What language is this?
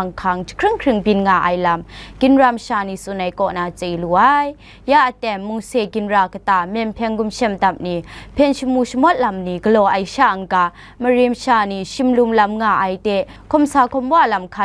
Kachin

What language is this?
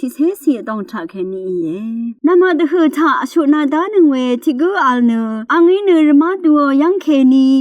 Rawang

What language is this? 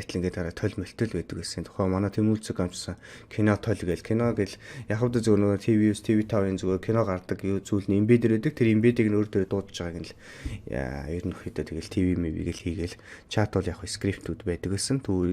Mongolian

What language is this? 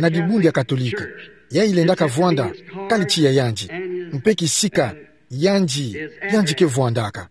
Kituba (Democratic Republic of Congo)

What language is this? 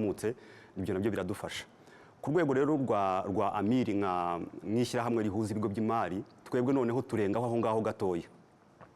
Kinyarwanda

